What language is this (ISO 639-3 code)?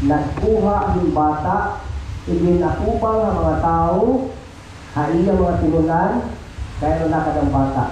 war